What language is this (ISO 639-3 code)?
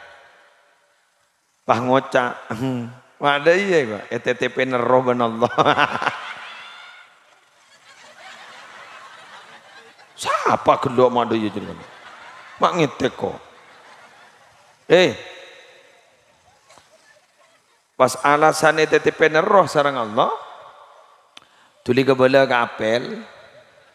mad